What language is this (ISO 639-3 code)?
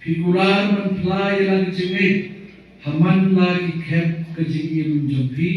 kha